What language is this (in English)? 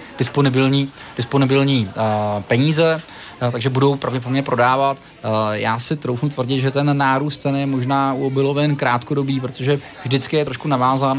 Czech